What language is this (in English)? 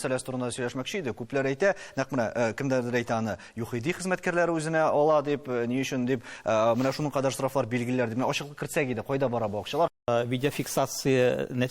Tatar